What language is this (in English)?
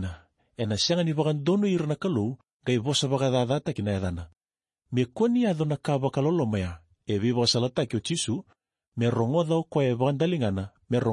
Fijian